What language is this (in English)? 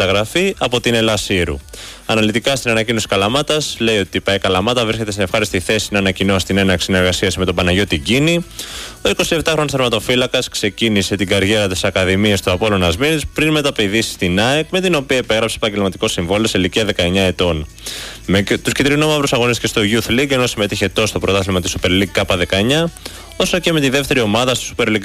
Greek